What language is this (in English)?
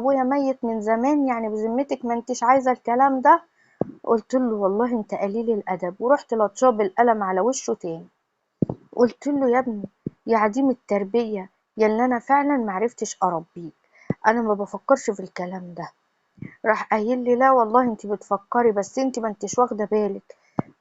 Egyptian Arabic